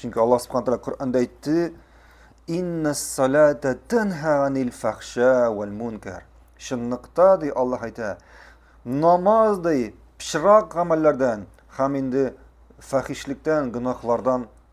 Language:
Tatar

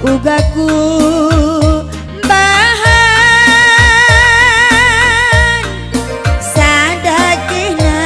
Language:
Batak Karo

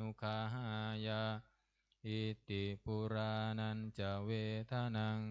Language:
Pali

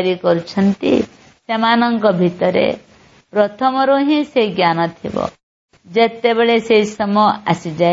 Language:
Odia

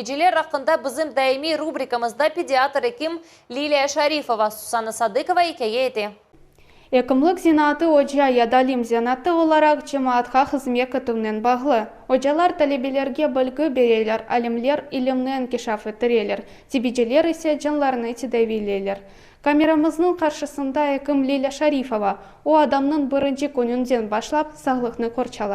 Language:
Crimean Tatar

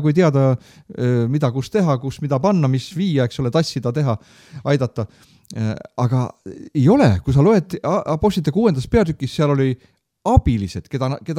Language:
Estonian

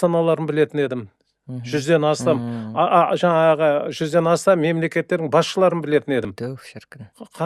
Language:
Kazakh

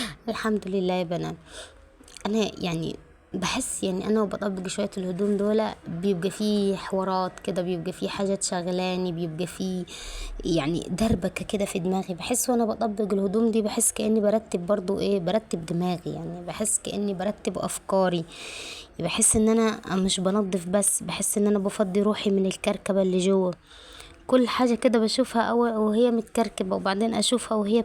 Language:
Egyptian Arabic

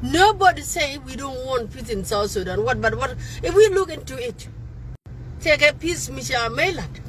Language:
Nuer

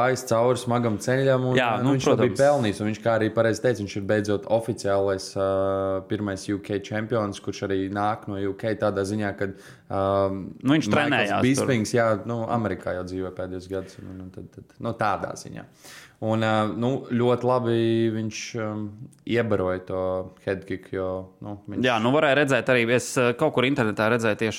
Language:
Latvian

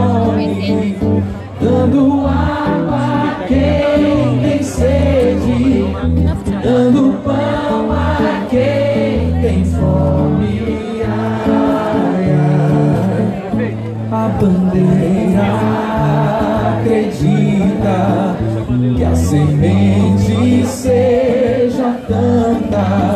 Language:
Portuguese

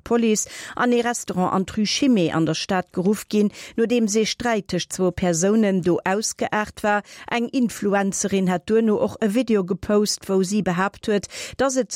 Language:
Luxembourgish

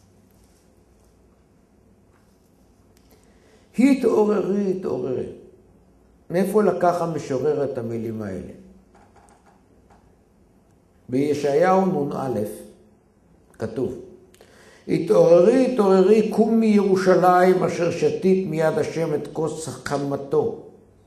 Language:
Hebrew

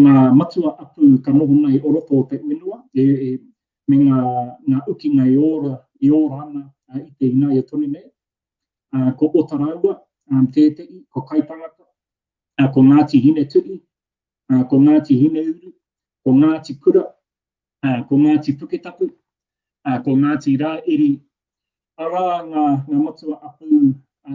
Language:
Māori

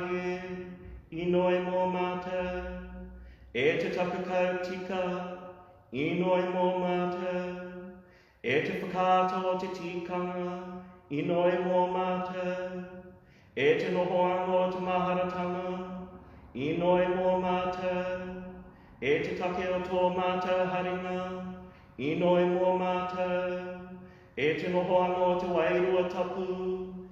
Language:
Māori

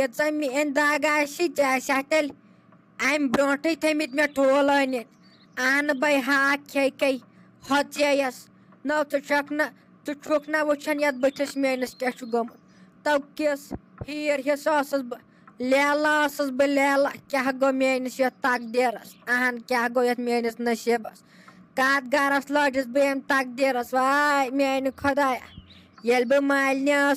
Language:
Kashmiri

